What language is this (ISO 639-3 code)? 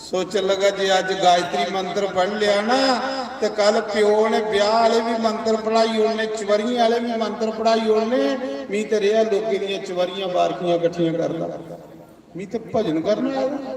doi